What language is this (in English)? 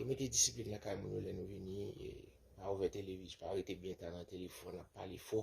Haitian Creole